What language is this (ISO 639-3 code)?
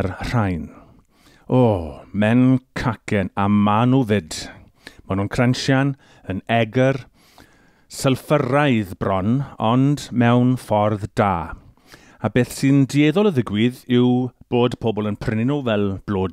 cym